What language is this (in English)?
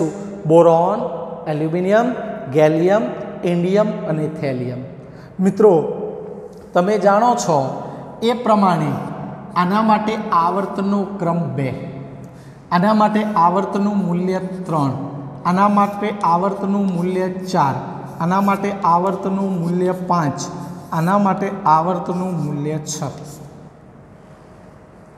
Gujarati